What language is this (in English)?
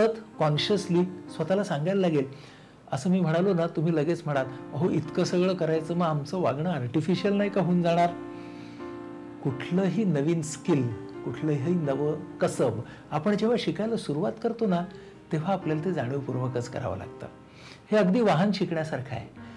Marathi